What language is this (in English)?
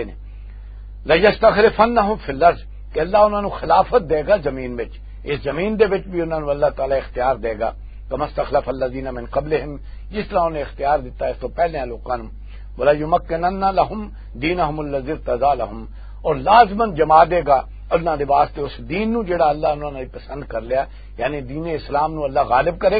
Western Panjabi